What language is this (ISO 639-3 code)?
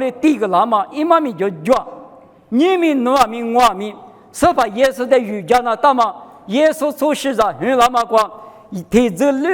lis